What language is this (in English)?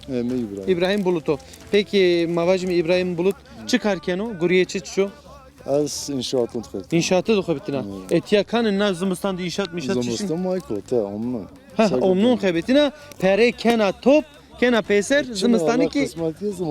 Zaza